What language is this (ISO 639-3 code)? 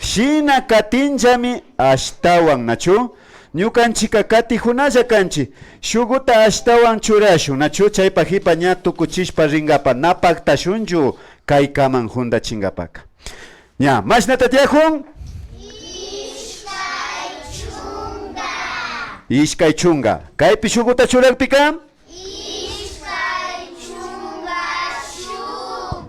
qvi